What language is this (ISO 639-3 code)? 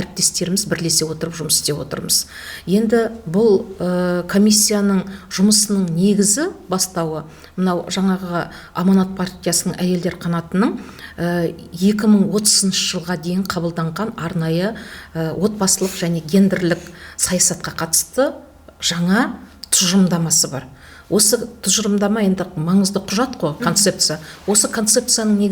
kaz